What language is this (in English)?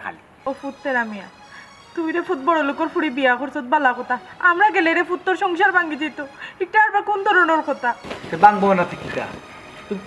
Sylheti